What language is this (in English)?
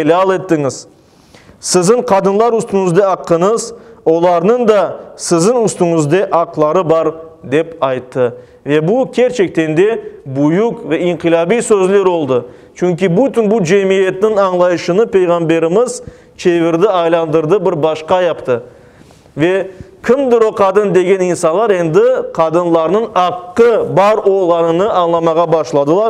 Crimean Tatar